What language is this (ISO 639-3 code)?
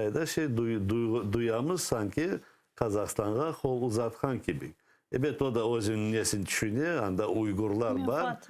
crh